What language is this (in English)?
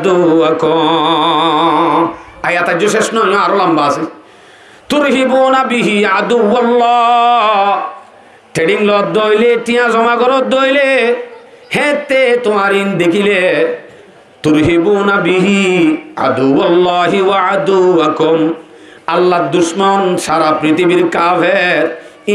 Rohingya